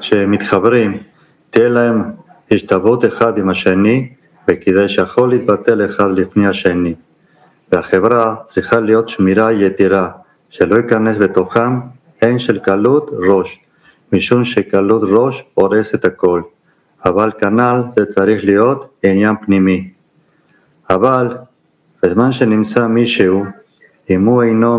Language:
Hebrew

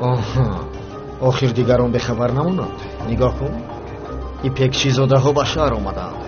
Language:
Tajik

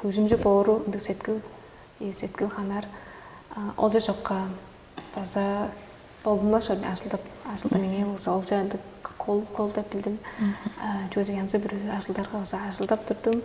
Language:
Tuvinian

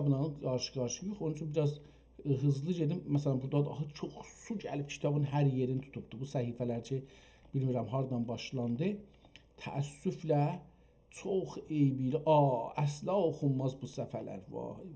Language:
South Azerbaijani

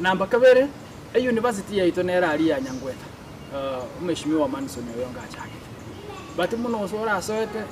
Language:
Gusii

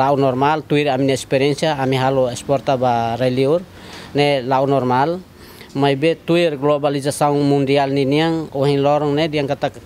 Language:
Tetum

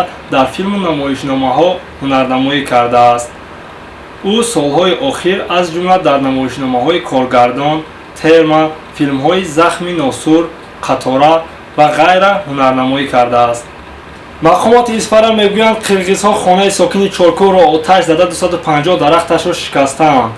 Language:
Tajik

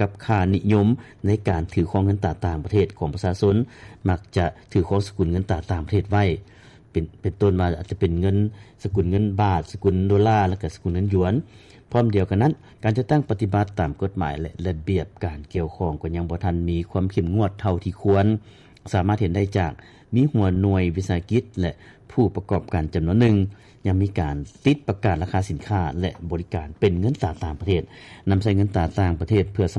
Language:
Lao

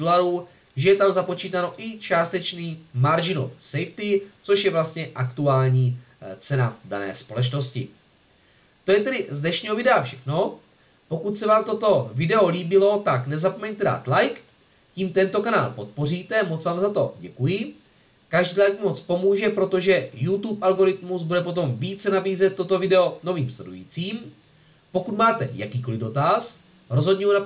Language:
Czech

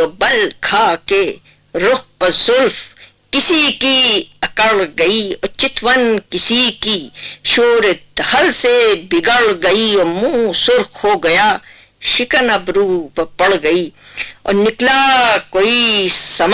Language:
Urdu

